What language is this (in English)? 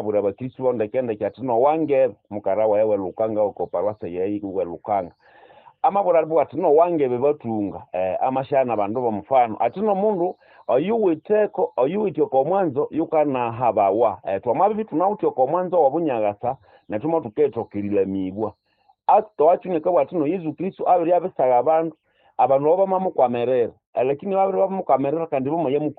Nande